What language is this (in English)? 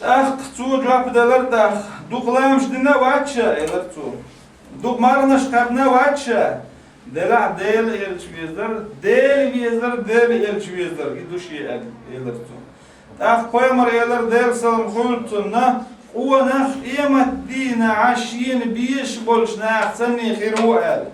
Chechen